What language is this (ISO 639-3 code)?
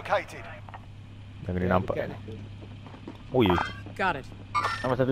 msa